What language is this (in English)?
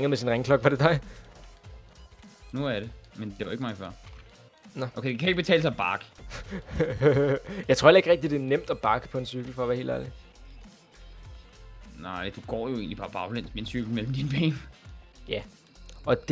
Danish